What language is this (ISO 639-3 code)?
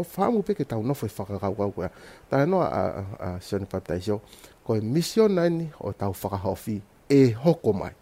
ton